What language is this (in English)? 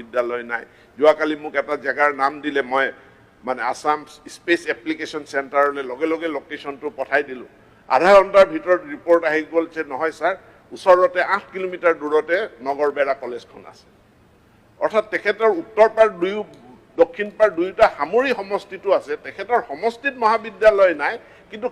Assamese